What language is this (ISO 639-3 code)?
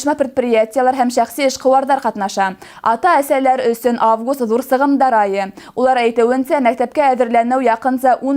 bak